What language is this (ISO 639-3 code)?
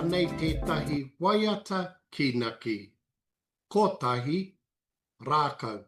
mri